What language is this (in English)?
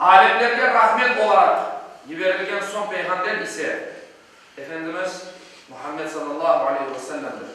Crimean Tatar